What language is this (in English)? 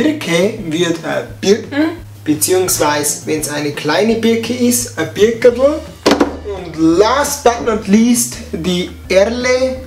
Bavarian